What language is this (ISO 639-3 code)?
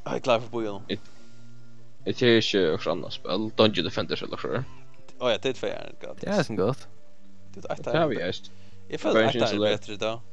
fao